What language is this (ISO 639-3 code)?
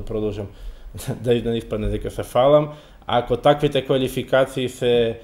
mkd